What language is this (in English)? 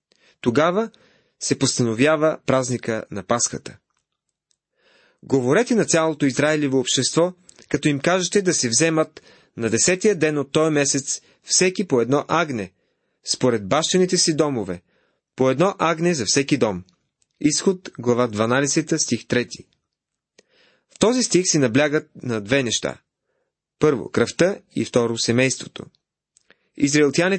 Bulgarian